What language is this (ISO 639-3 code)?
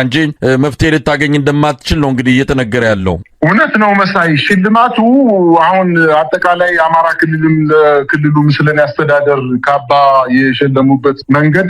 amh